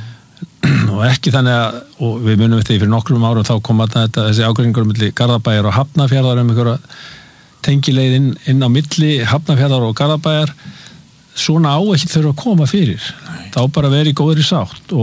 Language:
Icelandic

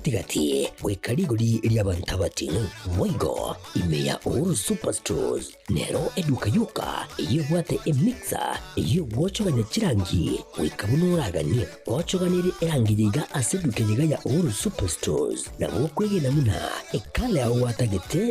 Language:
Gusii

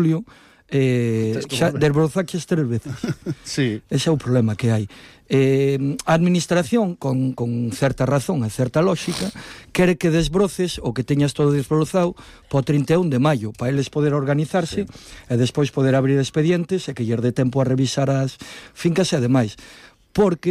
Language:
Galician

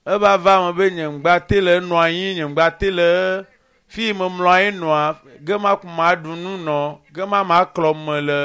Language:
Ewe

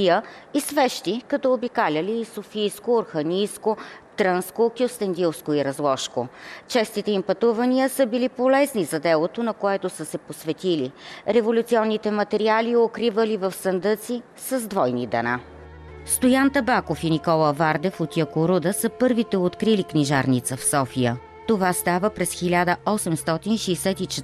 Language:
Bulgarian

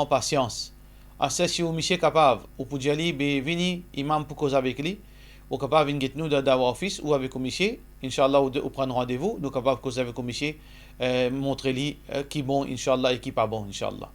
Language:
Morisyen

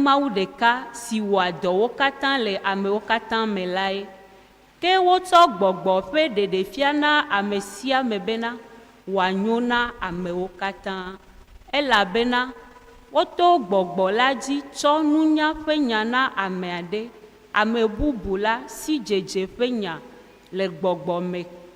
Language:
Ewe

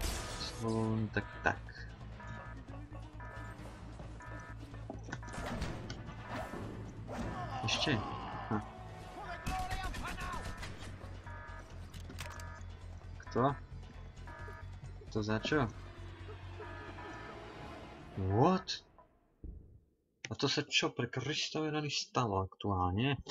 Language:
Slovak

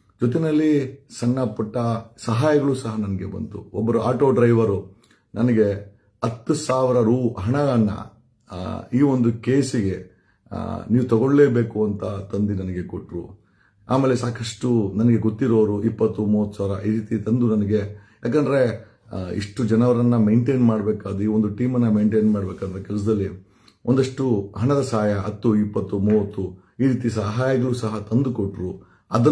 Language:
Kannada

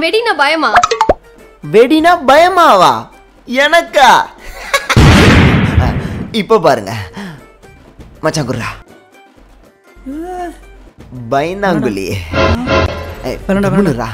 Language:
Tamil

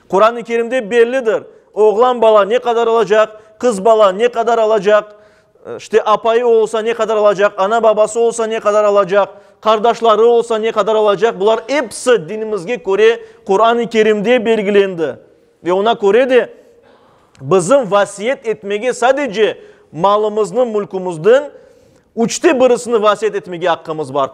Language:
Crimean Tatar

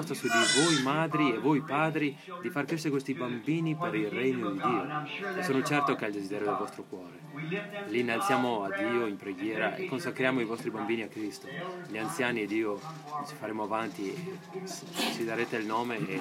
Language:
Italian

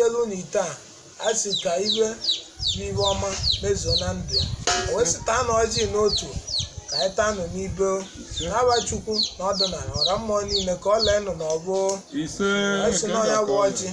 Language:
Igbo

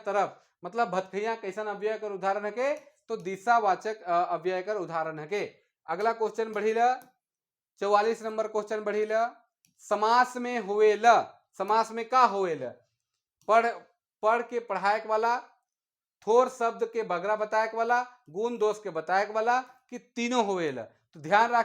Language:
Sadri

